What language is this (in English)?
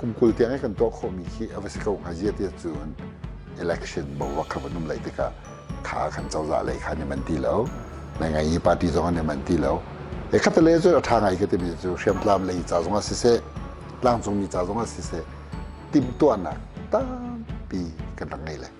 Hakha Chin